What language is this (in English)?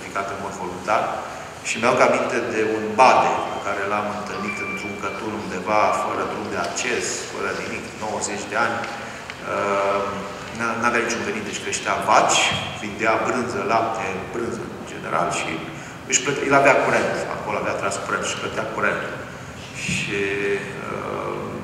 Romanian